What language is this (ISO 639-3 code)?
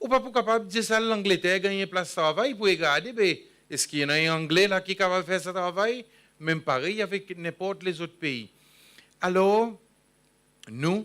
crs